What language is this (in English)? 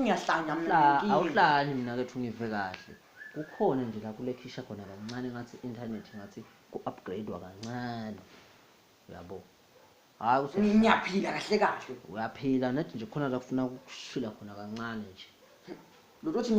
Zulu